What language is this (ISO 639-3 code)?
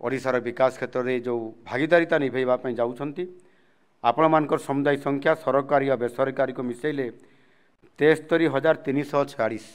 ori